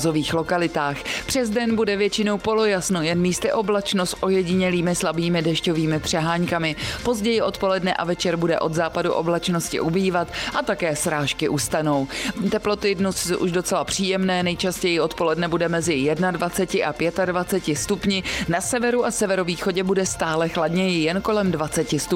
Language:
Czech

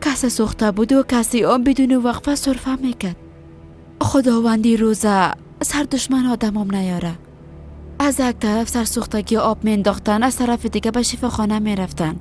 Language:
Persian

